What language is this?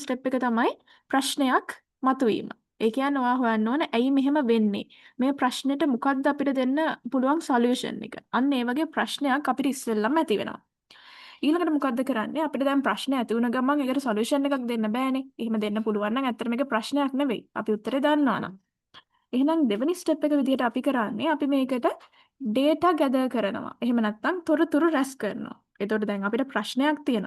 Sinhala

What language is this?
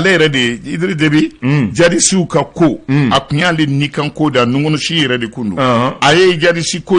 Bambara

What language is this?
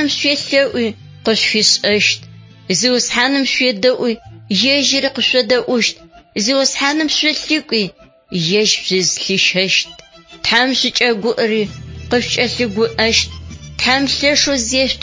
Adyghe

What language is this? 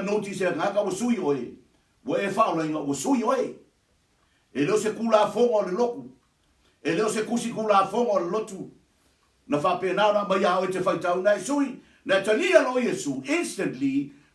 Samoan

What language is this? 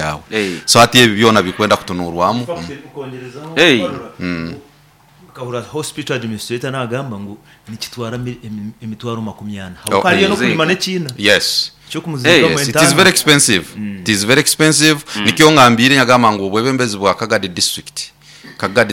Nyoro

